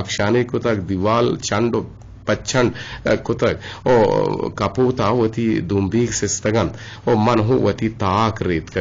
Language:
Eastern Balochi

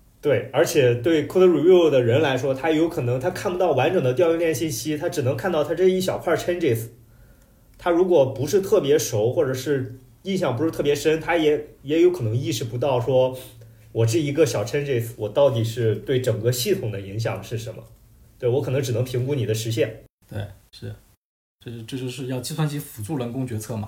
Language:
Chinese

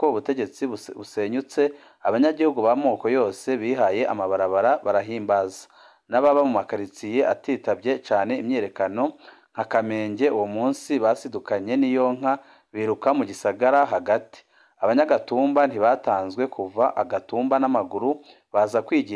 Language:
Rundi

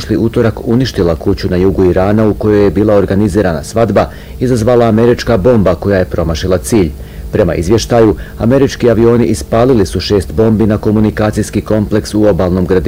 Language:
Bosnian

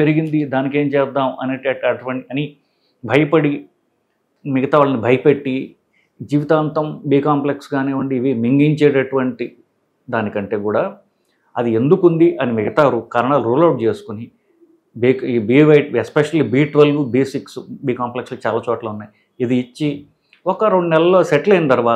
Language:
Telugu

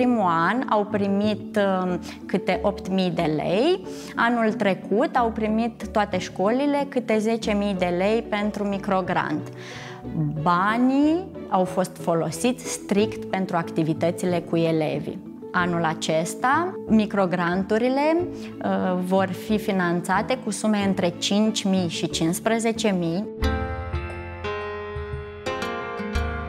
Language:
Romanian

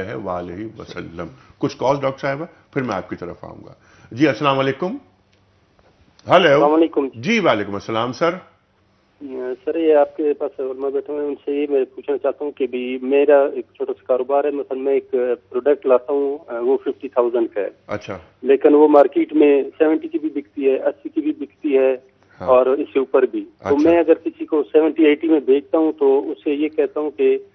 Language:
Urdu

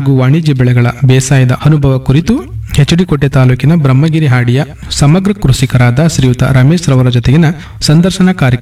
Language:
Kannada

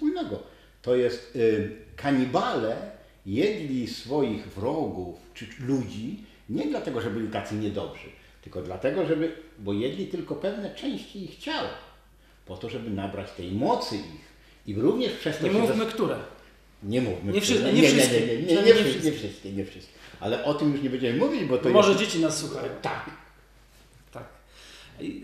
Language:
Polish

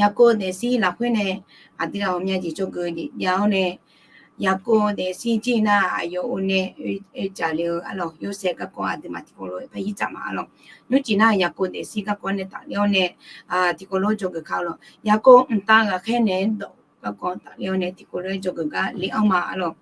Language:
Akha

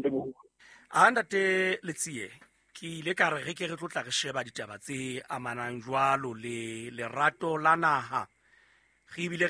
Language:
Southern Sotho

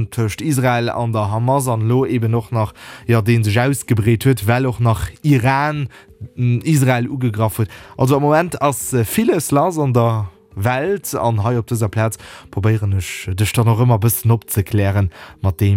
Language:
Luxembourgish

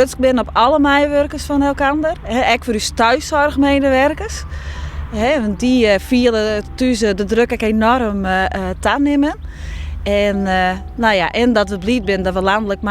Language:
Western Frisian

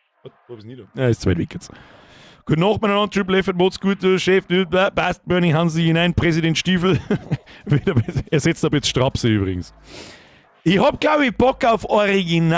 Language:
Bavarian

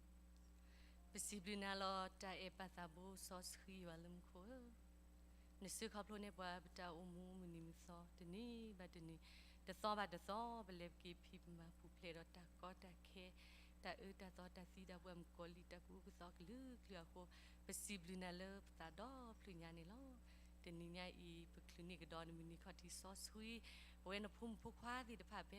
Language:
S'gaw Karen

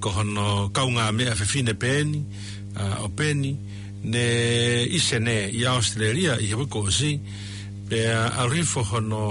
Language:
Tongan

